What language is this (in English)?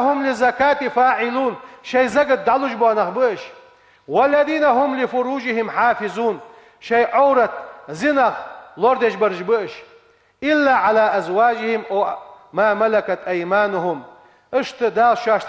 Ingush